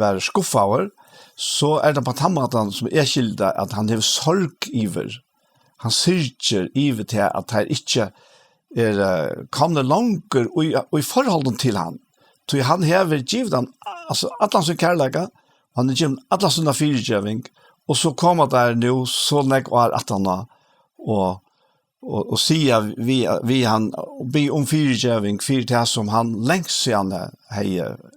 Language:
Faroese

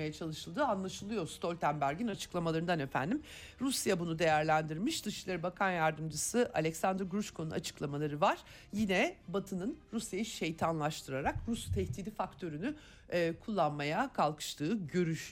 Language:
Turkish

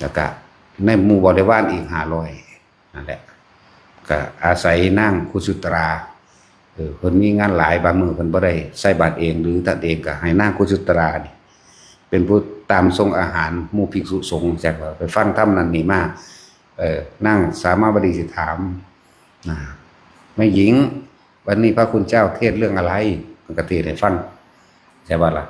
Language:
Northeastern Thai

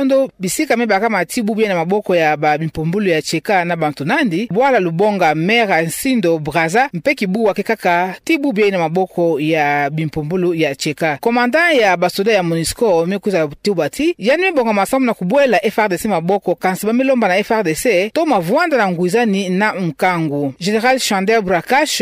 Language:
Kituba (Democratic Republic of Congo)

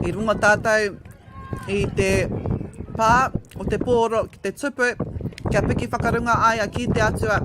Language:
Māori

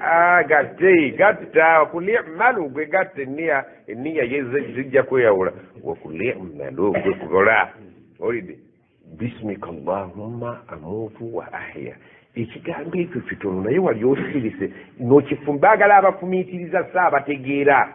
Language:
Ganda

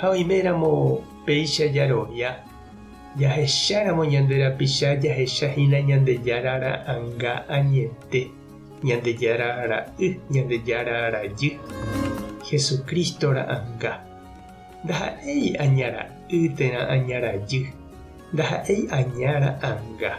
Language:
Guarani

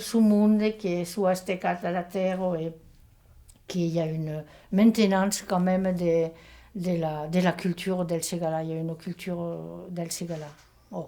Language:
Occitan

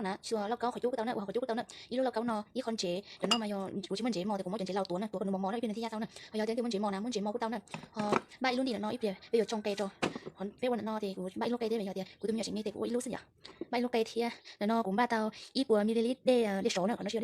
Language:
Hmong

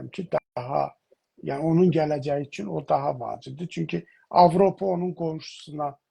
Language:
South Azerbaijani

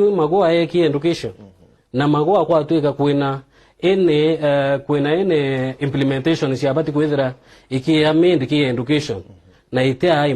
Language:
Meru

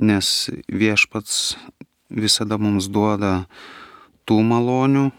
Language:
Lithuanian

